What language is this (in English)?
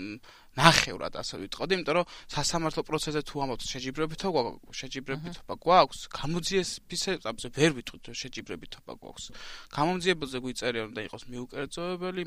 Georgian